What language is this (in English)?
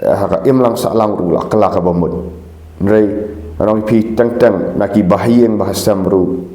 Khasi